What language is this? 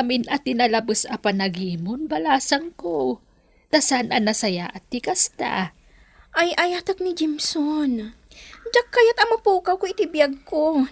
Iloko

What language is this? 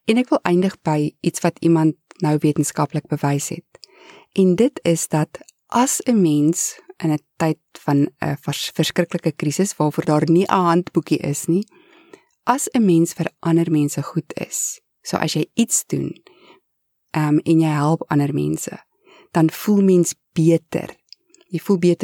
Afrikaans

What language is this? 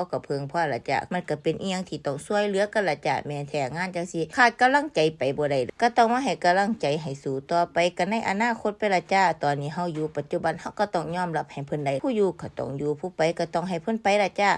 Northeastern Thai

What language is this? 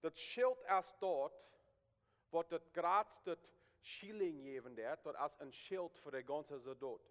Plautdietsch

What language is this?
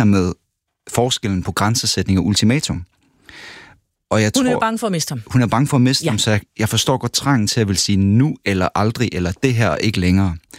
Danish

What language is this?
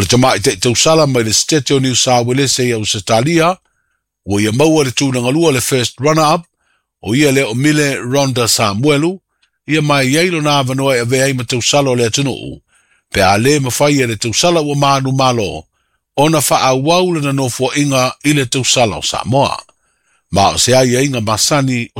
Samoan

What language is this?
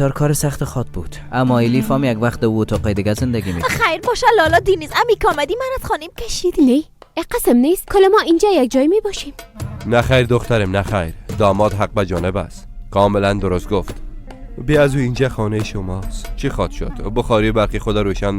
Persian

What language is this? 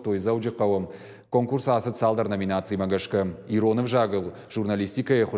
Ossetic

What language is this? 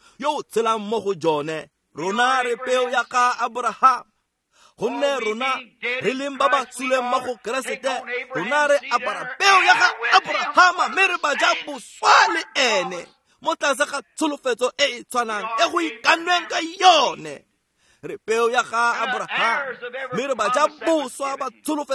Tswana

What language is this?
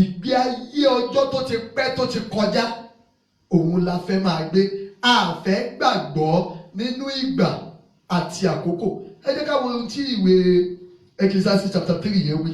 Yoruba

